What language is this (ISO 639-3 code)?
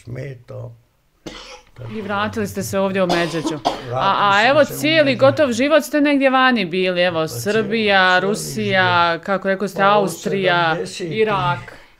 bos